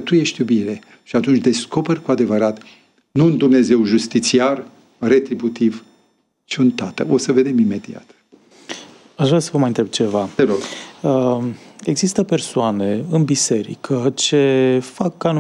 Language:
Romanian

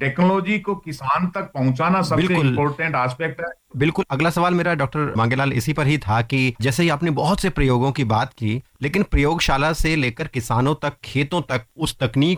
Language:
Hindi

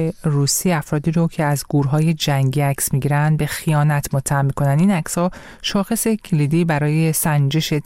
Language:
Persian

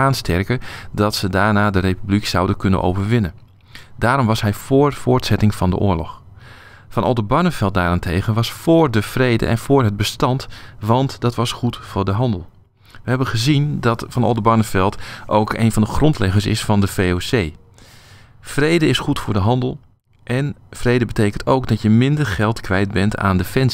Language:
Dutch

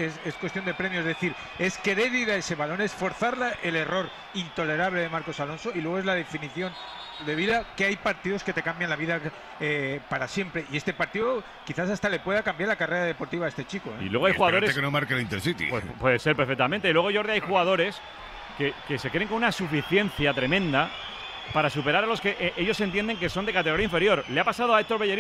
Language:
Spanish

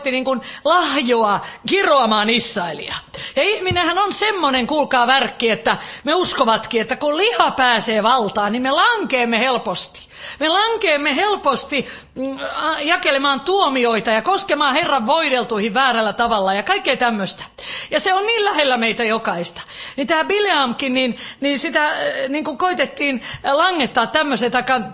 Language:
Finnish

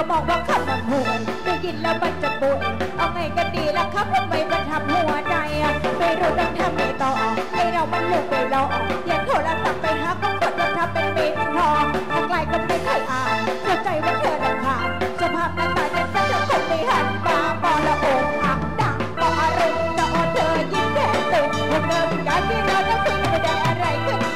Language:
Thai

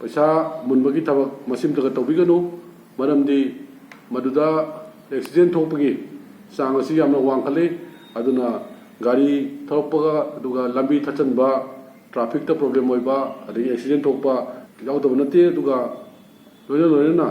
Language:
Manipuri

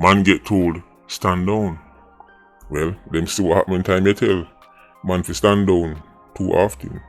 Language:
Jamaican Creole English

